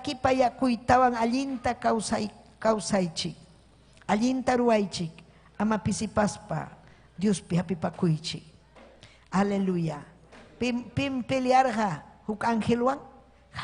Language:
Ayacucho Quechua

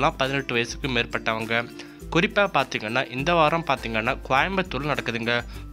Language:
Tamil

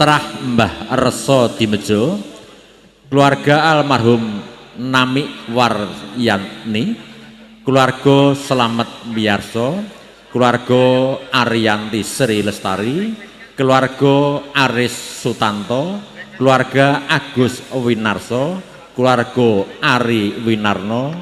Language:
Javanese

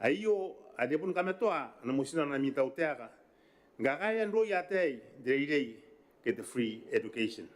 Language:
Gilbertese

